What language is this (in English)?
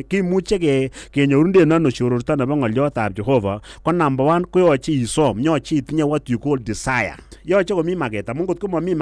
Kalenjin